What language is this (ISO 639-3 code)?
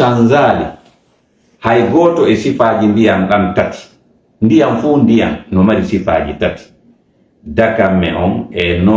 ful